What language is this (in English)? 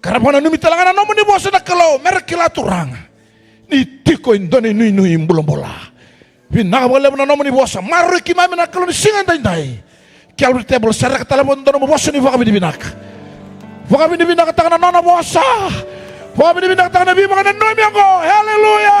Fijian